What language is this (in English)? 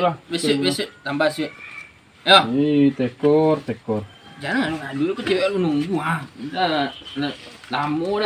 Minangkabau